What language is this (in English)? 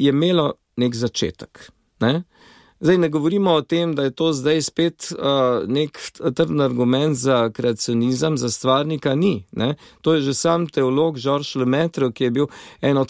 Slovenian